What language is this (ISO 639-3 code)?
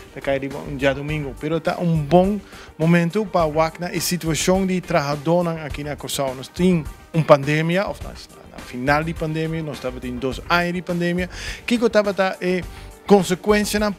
pap